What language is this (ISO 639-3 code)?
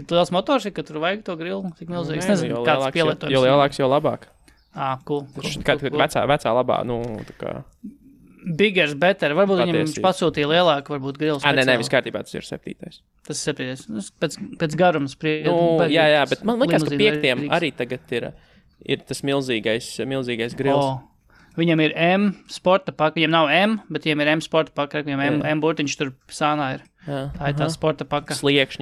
lav